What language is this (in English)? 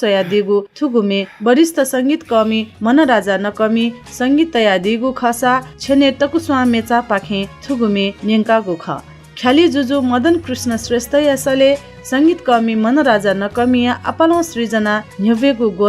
Newari